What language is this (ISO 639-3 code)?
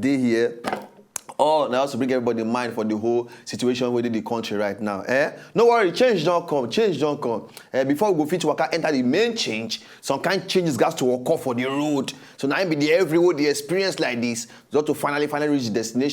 pcm